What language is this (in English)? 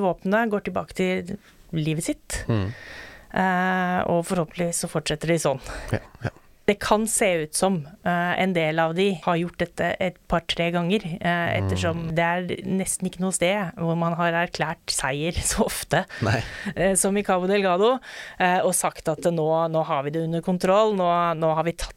Norwegian